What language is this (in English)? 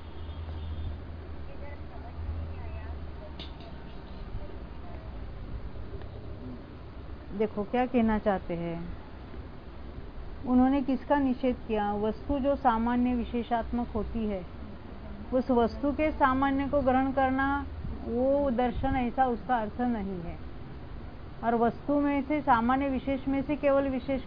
Hindi